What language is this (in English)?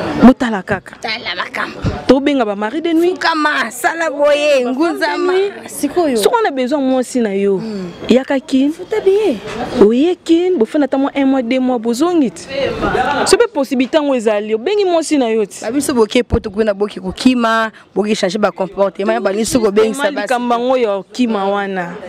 Lingala